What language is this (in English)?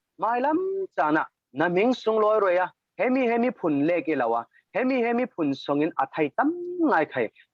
Falam Chin